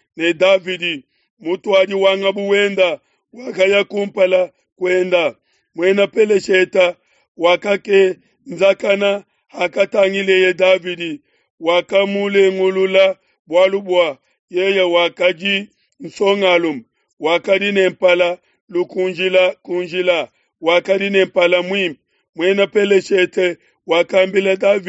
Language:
Luba-Lulua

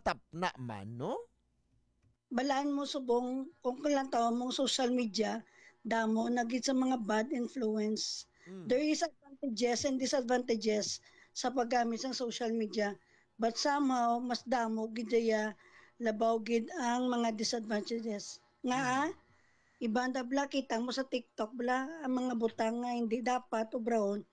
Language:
Hiligaynon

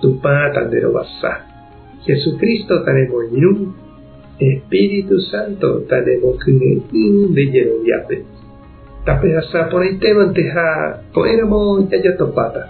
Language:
Guarani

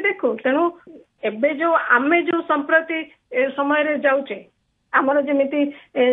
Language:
Odia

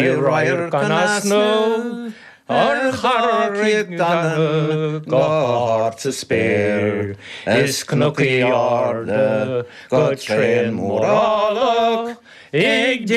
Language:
Irish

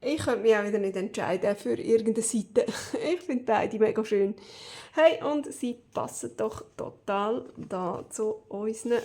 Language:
Swiss German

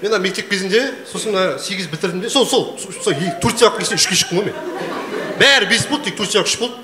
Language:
Kazakh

